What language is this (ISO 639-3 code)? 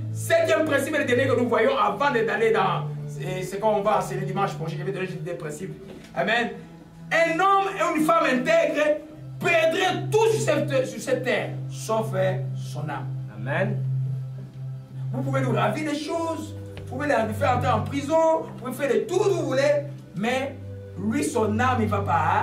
fra